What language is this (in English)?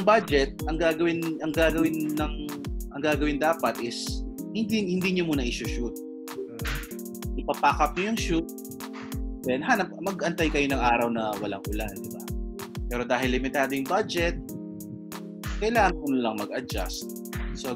Filipino